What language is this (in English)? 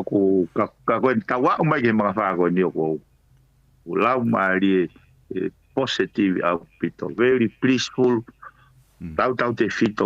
Tongan